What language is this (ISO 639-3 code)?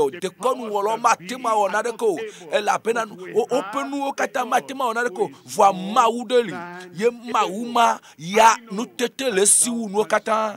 ewe